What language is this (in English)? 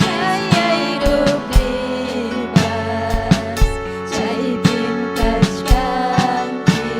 Ayacucho Quechua